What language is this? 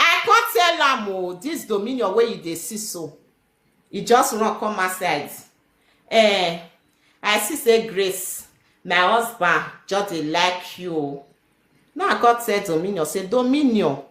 Nigerian Pidgin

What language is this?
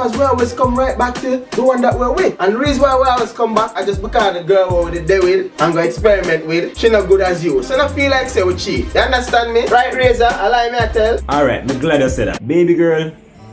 Jamaican Creole English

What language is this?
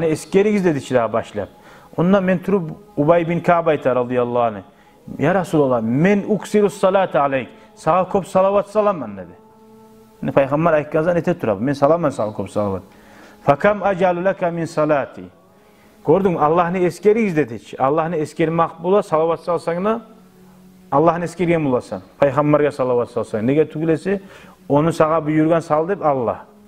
Kumyk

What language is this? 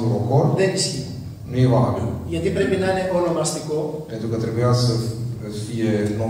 Romanian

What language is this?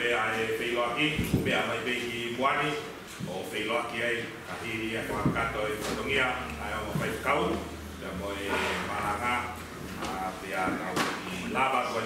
Tongan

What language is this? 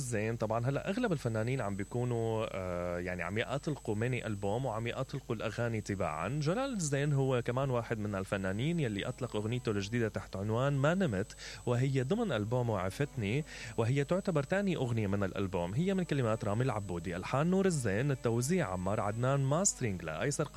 Mesopotamian Arabic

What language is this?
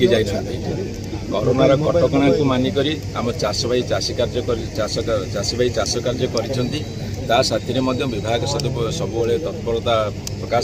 Odia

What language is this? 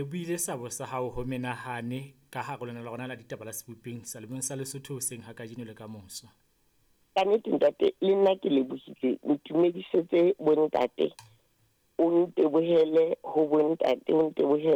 Southern Sotho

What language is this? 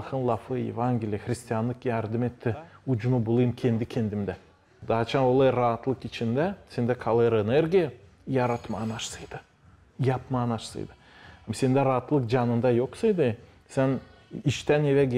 Gagauz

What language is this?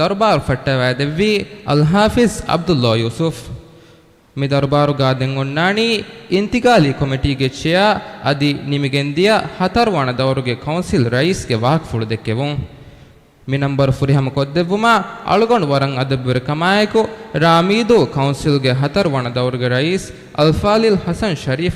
Divehi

